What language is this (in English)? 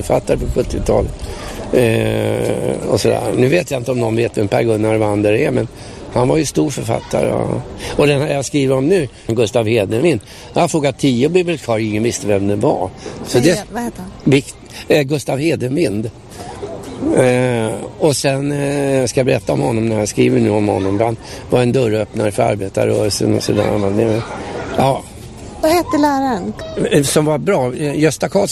Swedish